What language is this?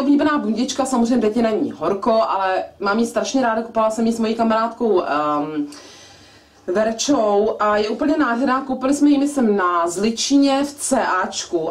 Czech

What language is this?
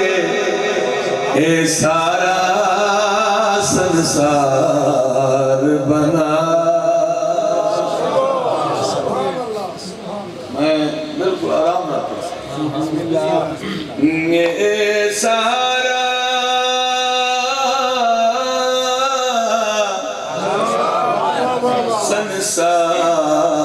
Urdu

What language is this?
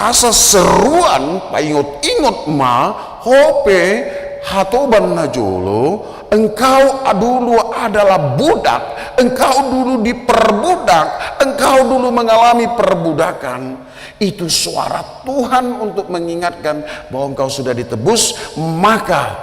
Batak Toba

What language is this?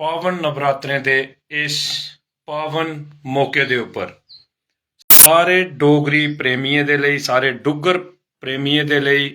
Dogri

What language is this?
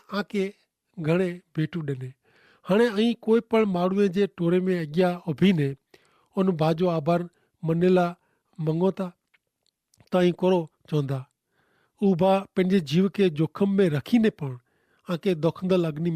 Kachhi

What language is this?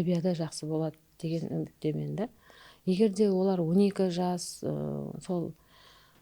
Kara-Kalpak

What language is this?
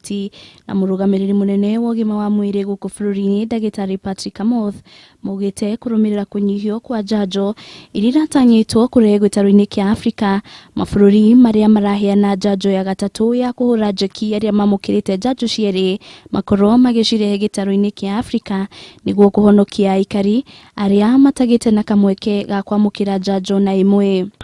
Kikuyu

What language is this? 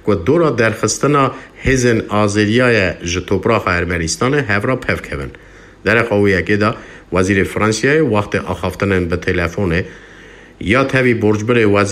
Kurdish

